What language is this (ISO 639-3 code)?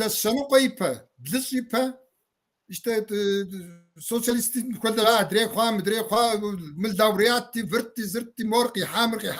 kbd